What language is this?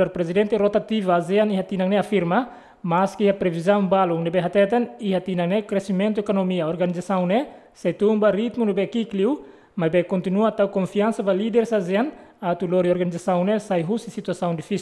Tetum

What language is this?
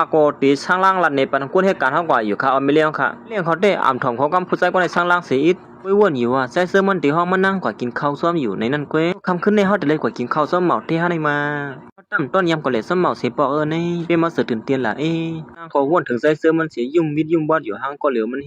Shan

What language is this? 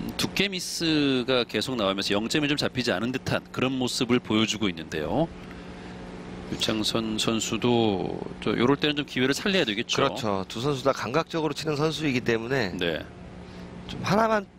Korean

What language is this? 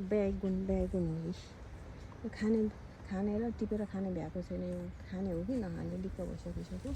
Nepali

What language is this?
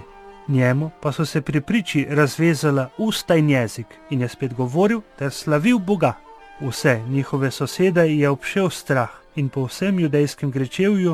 Slovenian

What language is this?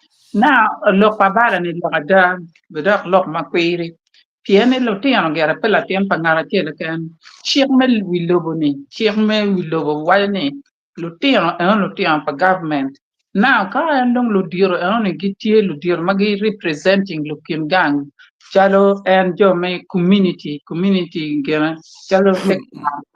Acoli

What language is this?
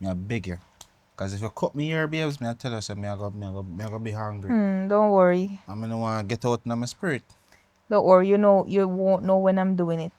Jamaican Creole English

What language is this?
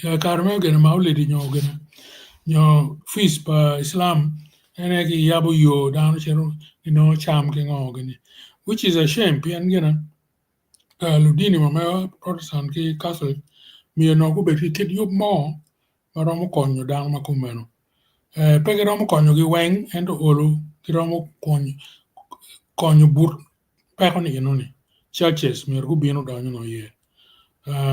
Acoli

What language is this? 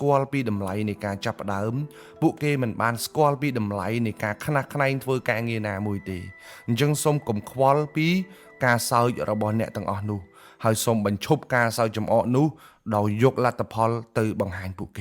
Khmer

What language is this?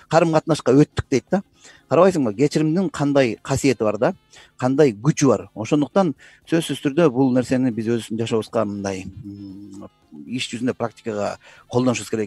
Kyrgyz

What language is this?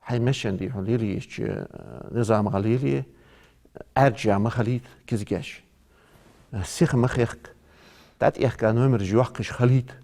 Ingush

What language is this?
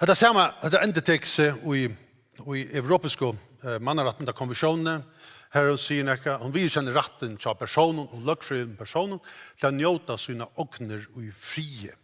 Faroese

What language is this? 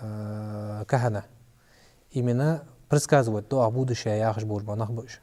Ingush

